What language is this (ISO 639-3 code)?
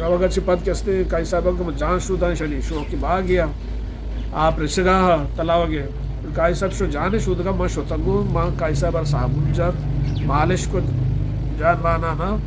bgp